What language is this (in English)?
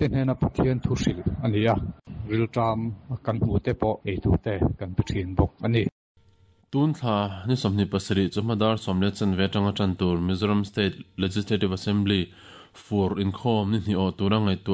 Mizo